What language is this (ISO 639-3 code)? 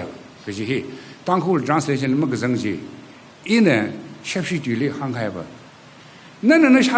nmf